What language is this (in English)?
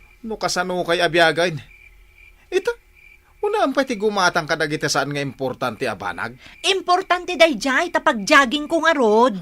Iloko